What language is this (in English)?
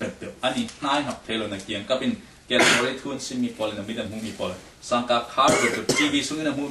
Falam Chin